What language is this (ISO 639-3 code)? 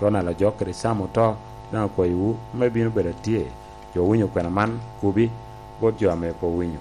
laj